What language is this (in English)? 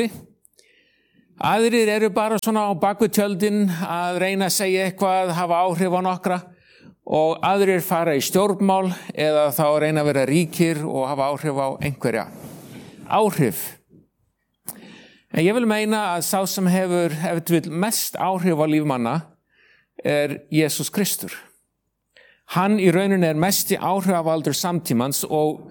Icelandic